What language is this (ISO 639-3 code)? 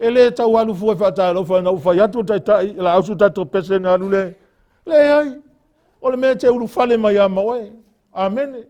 smo